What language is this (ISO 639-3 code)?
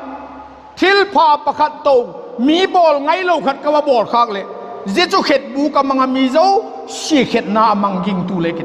vap